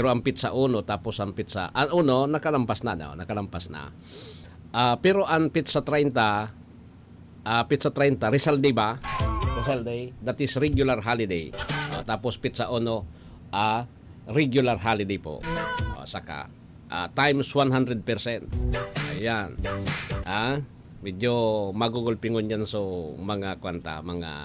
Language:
Bikol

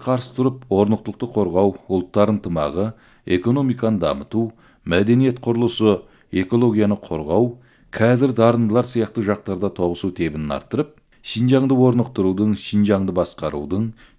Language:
Kazakh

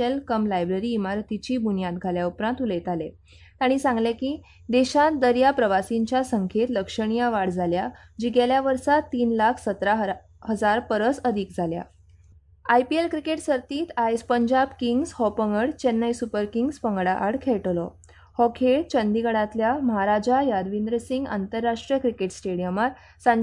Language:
Konkani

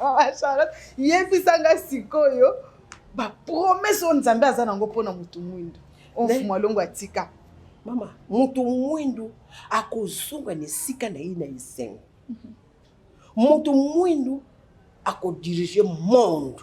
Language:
Lingala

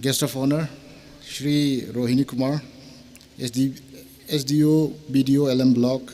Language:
Tangkhul Naga (India)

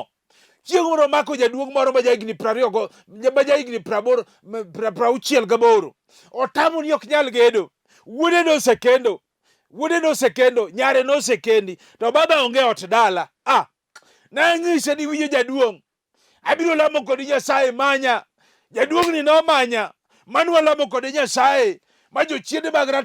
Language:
Luo (Kenya and Tanzania)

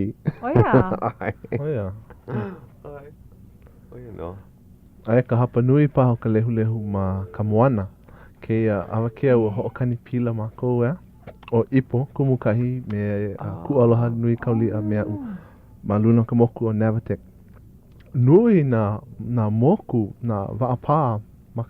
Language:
Hawaiian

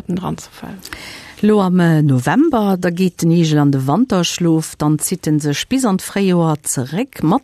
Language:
Luxembourgish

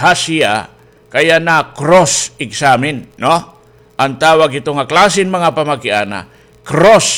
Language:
Waray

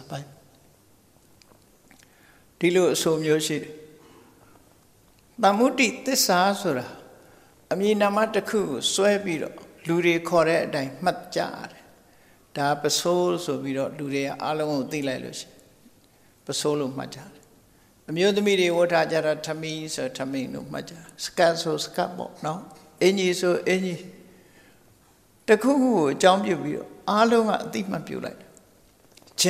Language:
Burmese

